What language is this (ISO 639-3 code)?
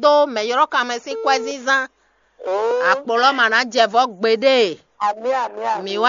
fon